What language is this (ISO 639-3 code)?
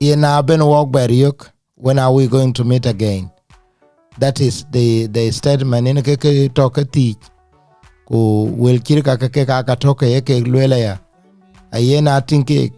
din